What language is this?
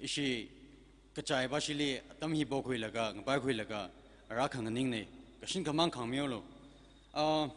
Tangkhul Naga (India)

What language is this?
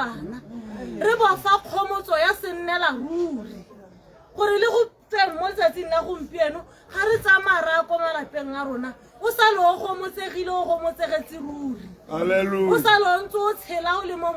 Tswana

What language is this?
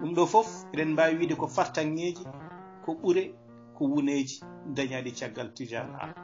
Fula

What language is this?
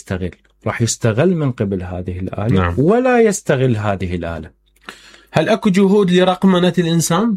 Mesopotamian Arabic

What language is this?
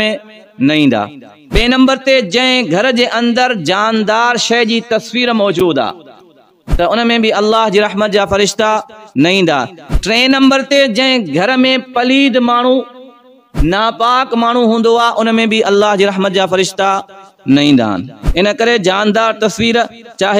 Sindhi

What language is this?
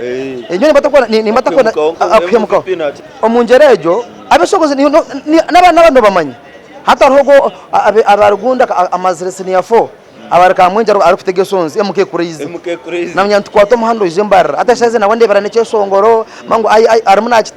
Nyankole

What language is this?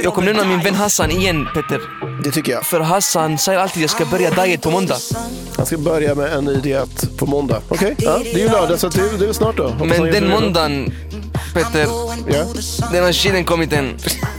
Swedish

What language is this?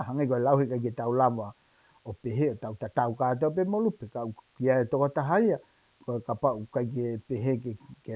Tongan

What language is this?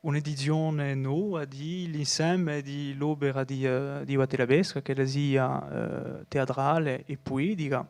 Corsican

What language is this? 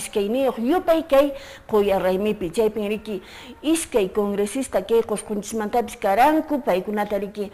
Quechua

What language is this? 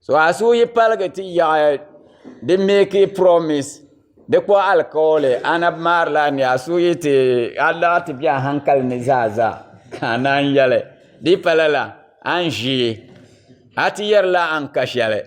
Dagbani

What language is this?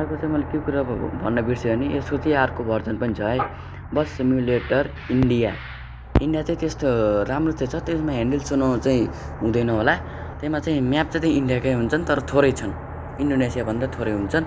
Nepali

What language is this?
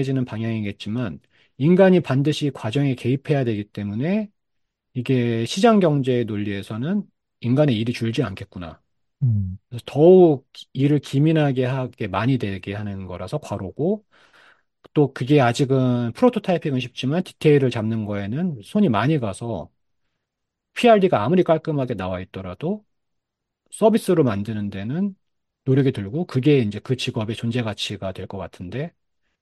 Korean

